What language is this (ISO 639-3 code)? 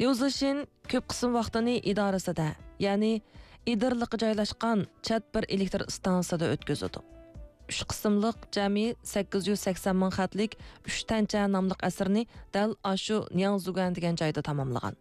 uig